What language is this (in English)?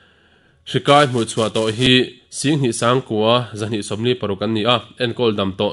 Mizo